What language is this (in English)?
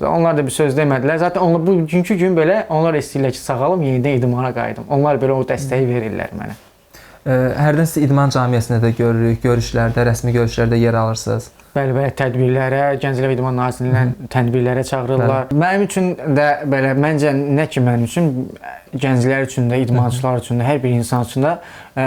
Azerbaijani